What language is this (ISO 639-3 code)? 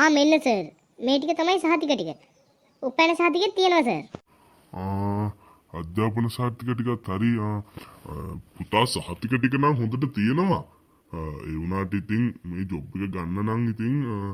sin